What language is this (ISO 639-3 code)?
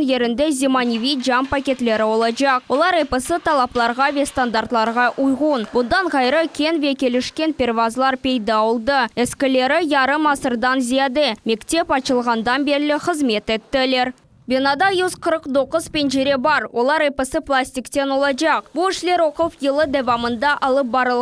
crh